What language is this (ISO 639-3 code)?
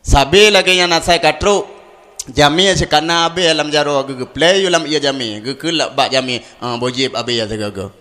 ace